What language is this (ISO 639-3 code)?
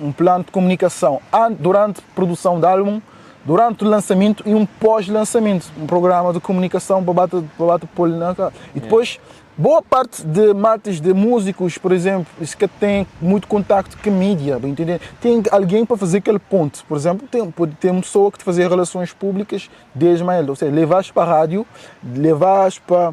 kea